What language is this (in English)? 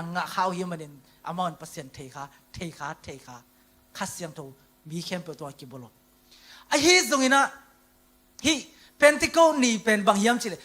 Tedim Chin